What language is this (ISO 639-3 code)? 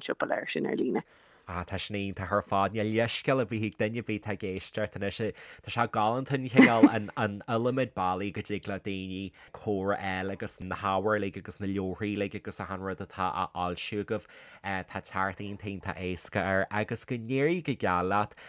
gle